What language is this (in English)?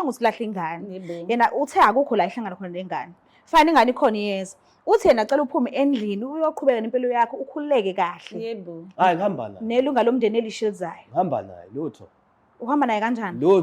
Zulu